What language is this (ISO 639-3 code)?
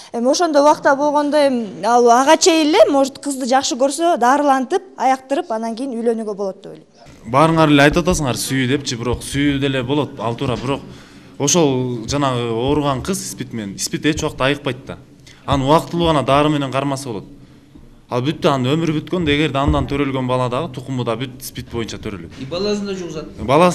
kir